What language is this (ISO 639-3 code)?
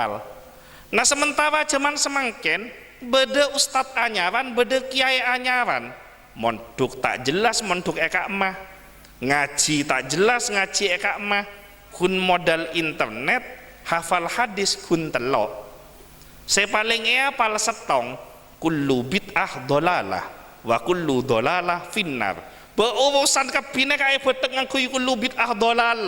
mad